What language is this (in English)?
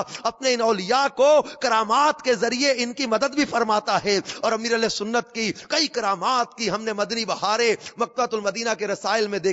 Urdu